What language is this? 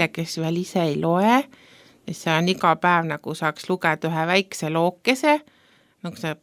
Estonian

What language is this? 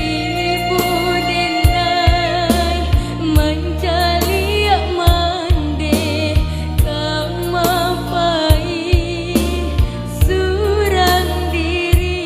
Minangkabau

